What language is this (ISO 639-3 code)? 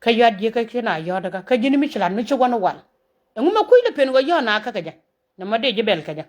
nus